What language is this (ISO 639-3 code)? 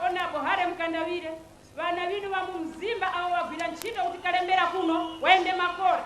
nya